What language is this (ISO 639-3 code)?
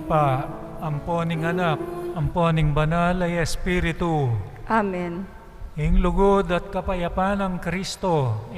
pam